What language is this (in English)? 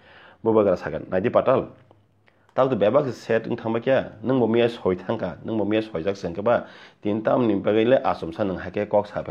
Kok Borok